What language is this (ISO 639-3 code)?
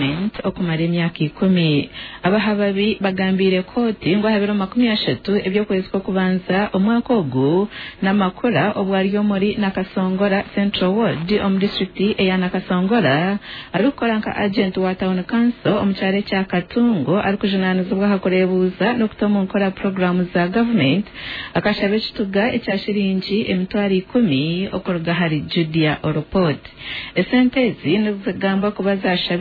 nyn